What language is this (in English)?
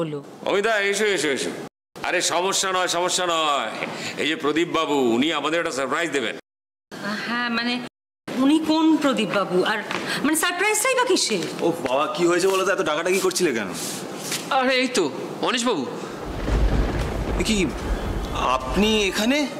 Bangla